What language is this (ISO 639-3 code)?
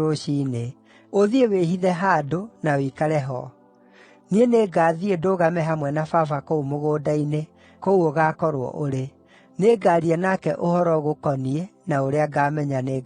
kik